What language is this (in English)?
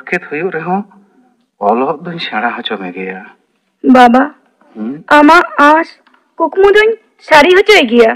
Santali